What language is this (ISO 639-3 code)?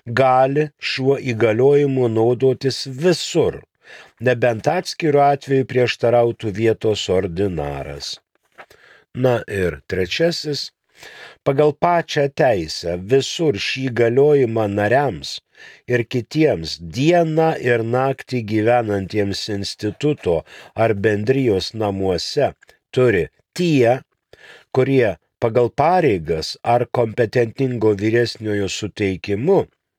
lit